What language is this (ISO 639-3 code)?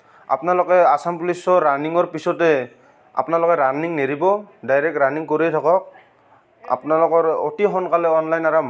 asm